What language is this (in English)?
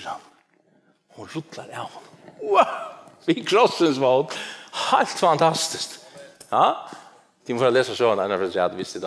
Faroese